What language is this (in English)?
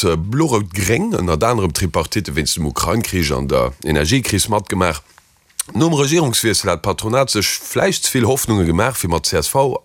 Luxembourgish